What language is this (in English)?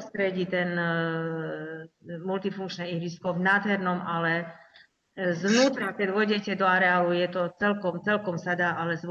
Slovak